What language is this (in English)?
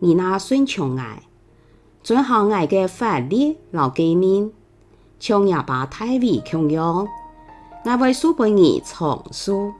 Hakka Chinese